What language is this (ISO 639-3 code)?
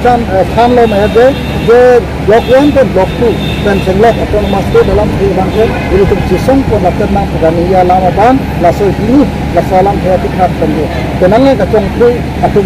mjw